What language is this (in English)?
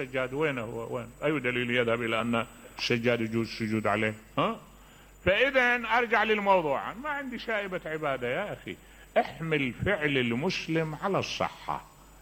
Mesopotamian Arabic